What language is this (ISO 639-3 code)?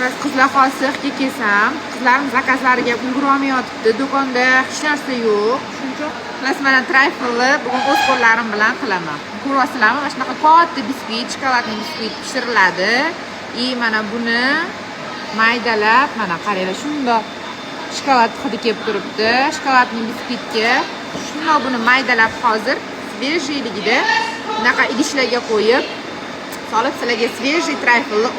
uzb